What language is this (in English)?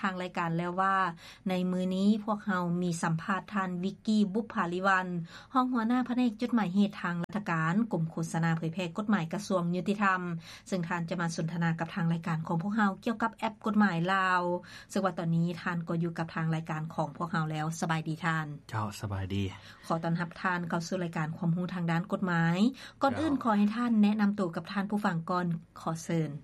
Lao